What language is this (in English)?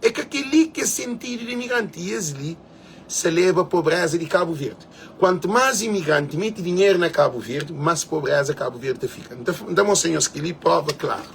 Kabuverdianu